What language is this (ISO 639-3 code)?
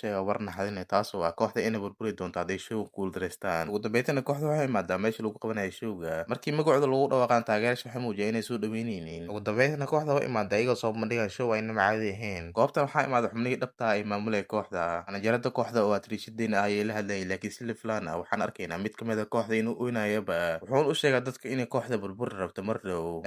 som